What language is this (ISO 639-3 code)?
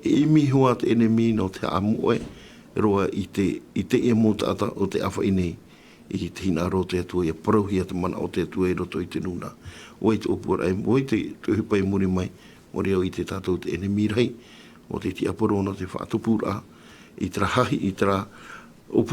tah